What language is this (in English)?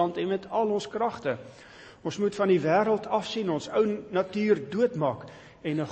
Afrikaans